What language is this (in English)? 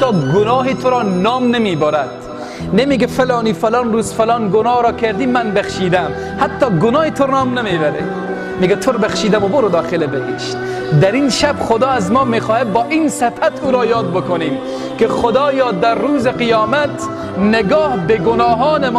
Tajik